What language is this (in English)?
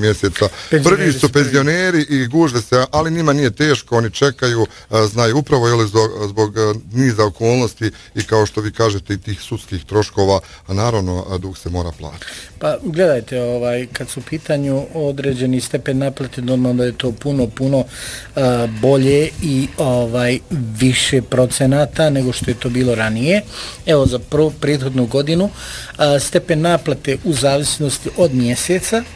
Bosnian